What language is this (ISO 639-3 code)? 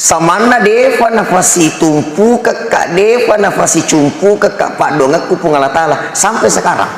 bug